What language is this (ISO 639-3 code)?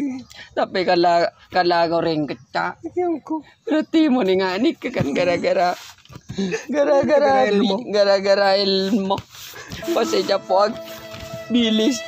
mad